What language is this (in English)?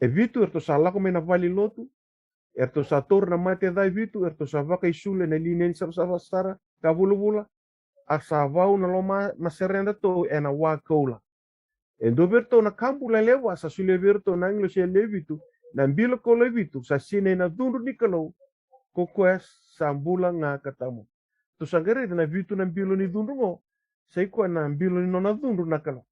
Fijian